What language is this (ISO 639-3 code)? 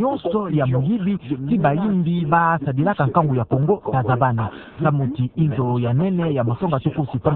ktu